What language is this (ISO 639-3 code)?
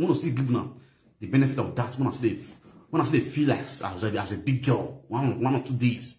pcm